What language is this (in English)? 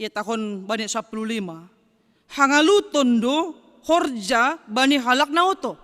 Batak Simalungun